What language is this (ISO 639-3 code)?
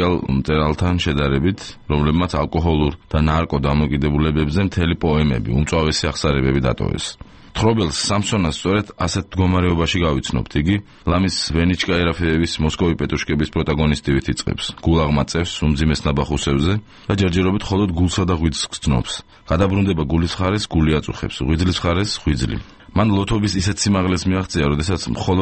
kat